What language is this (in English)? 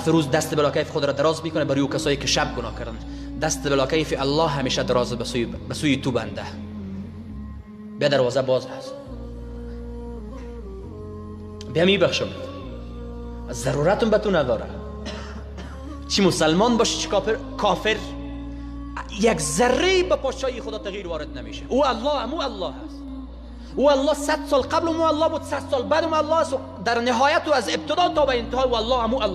Persian